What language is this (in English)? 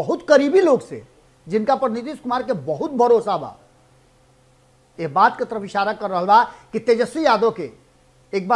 Bhojpuri